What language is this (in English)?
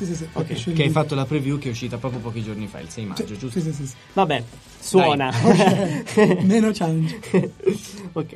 Italian